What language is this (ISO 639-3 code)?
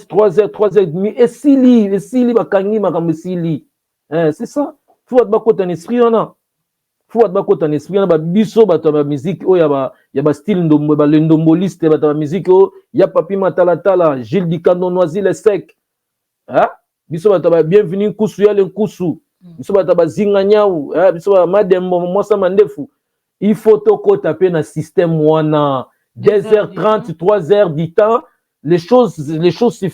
lin